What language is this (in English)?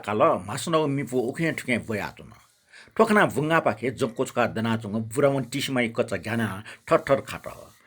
Newari